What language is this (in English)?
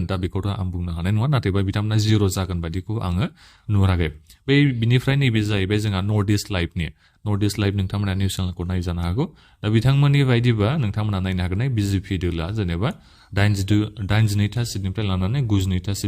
Bodo